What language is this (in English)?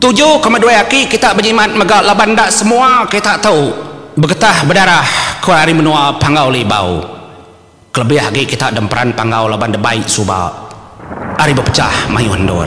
Iban